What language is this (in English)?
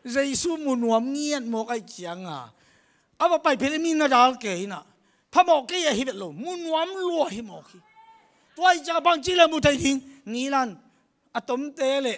Tedim Chin